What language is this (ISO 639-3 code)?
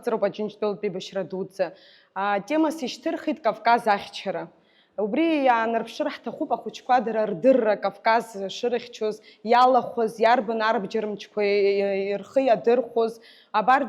abk